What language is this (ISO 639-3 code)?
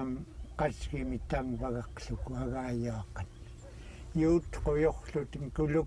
esu